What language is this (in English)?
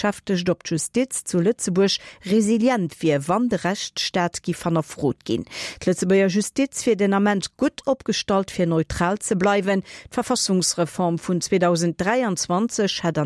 Luxembourgish